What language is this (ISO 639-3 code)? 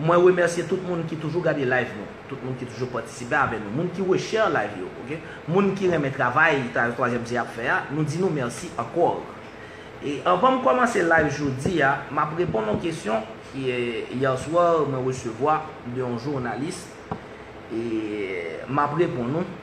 hat